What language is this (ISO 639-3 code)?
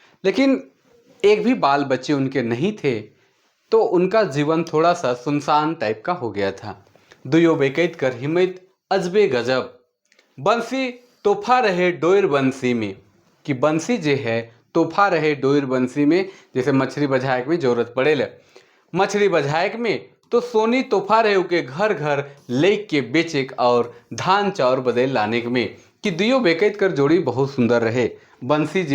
sck